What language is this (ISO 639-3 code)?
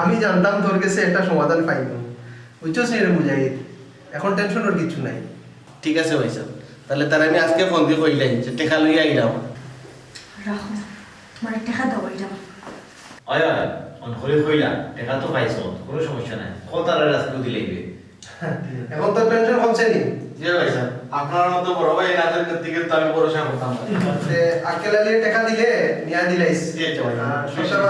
syl